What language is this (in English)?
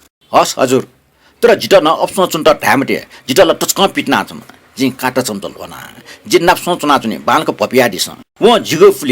Newari